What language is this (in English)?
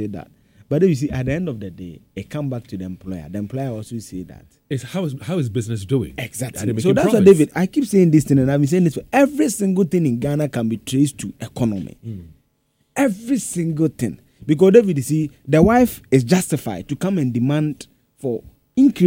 English